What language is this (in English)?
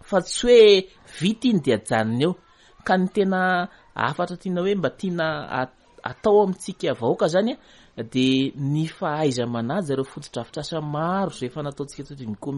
Malagasy